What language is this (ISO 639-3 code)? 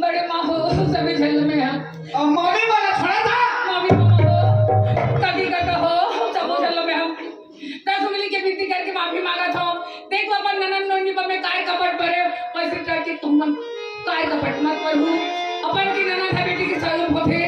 hne